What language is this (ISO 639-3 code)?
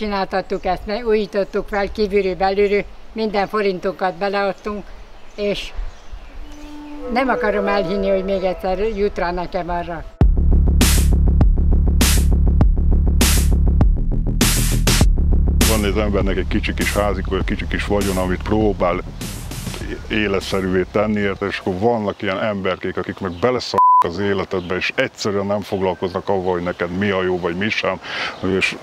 hun